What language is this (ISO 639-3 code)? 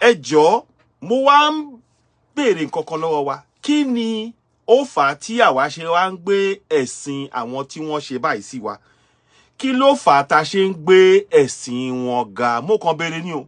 yor